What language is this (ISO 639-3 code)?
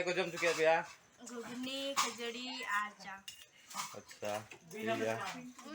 sat